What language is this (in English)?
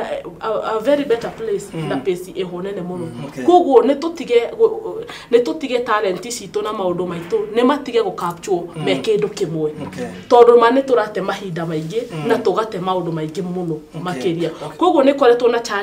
Kikuyu